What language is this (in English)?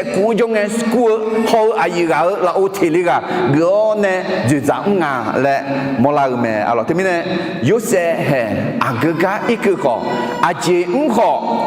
Akha